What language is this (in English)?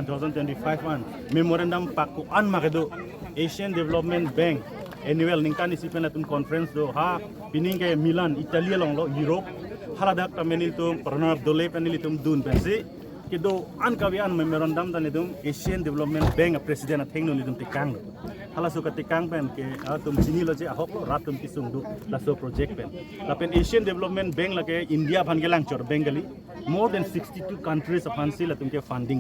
Karbi